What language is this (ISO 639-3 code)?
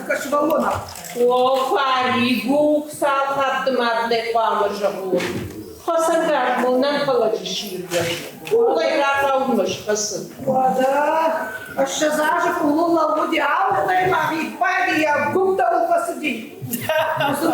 oss